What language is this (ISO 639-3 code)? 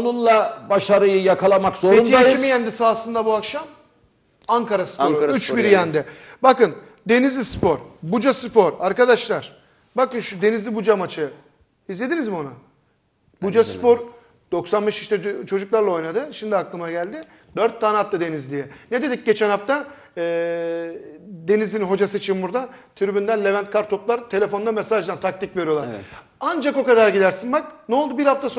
tur